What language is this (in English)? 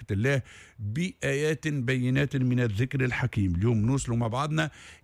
Tunisian Arabic